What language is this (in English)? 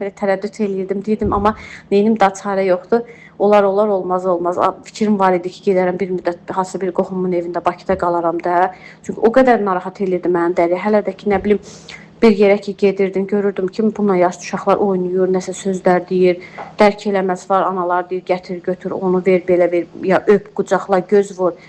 Azerbaijani